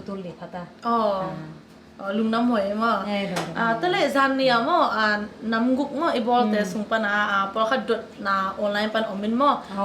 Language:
Tedim Chin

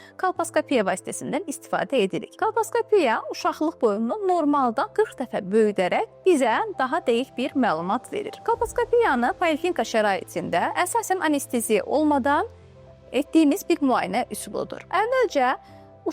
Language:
Azerbaijani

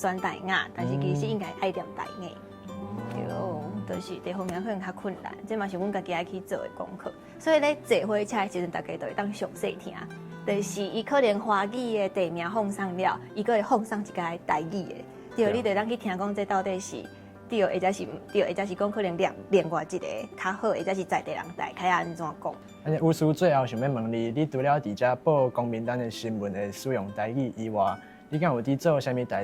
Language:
Min Nan Chinese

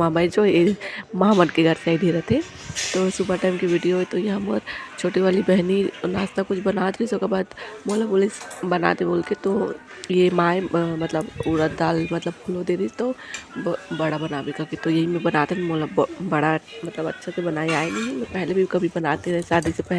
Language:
Chhattisgarhi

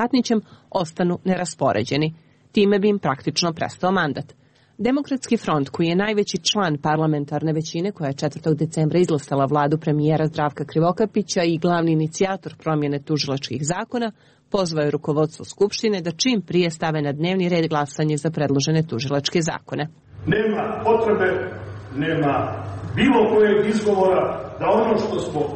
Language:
Serbian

